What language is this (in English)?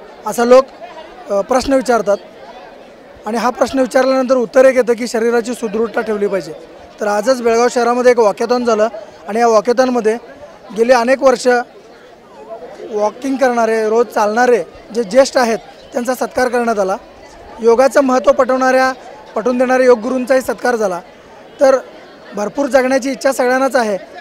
Marathi